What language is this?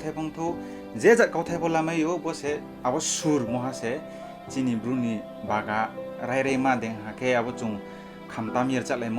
Riang (India)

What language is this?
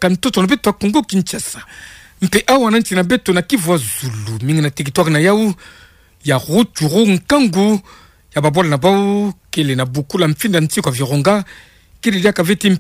Kituba (Democratic Republic of Congo)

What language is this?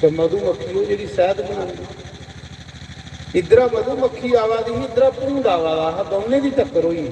Dogri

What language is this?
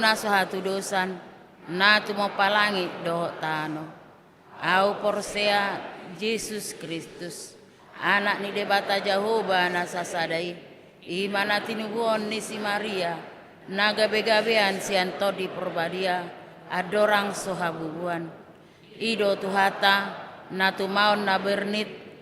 Batak Toba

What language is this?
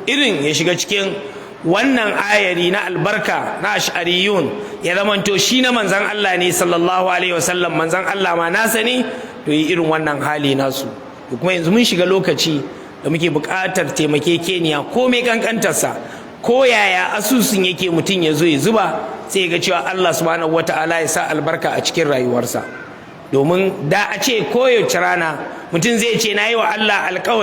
Hausa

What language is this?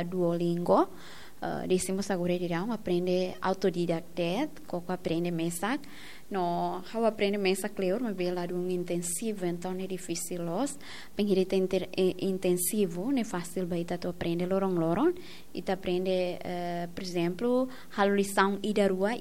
Tetum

